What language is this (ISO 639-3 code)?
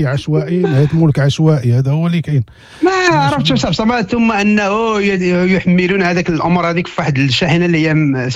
ary